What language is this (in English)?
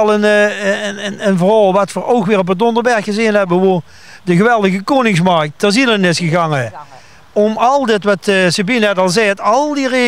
Limburgish